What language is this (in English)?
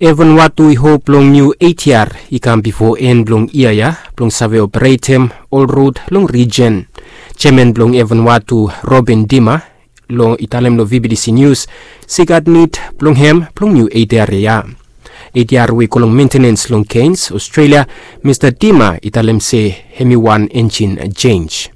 Bislama